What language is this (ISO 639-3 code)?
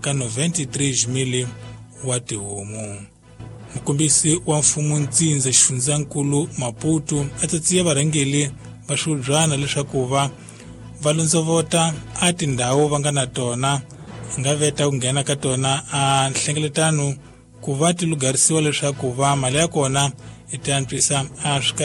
tso